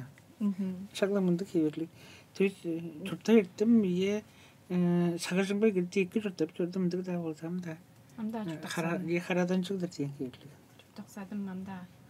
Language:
Tuvinian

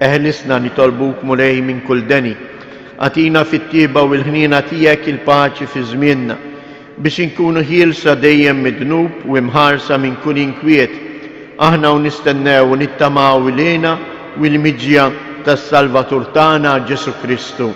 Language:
Maltese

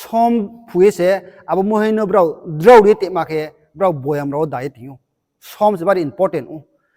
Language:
Riang (India)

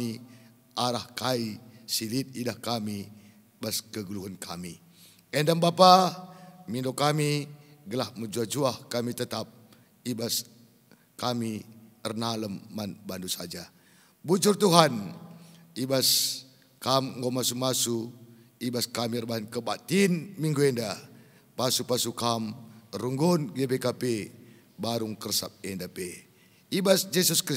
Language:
Batak Karo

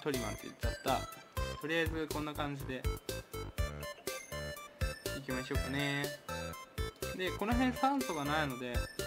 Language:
Japanese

